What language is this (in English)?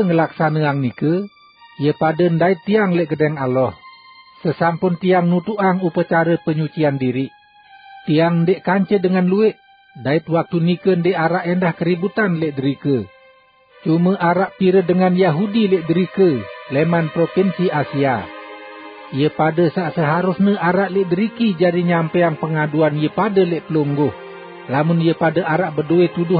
Sasak